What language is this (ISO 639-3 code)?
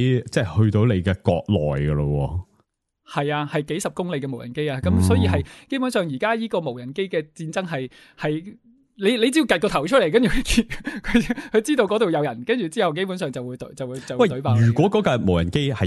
yue